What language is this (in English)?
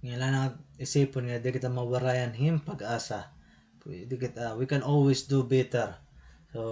Waray